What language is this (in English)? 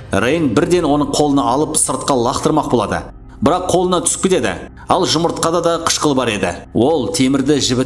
Kazakh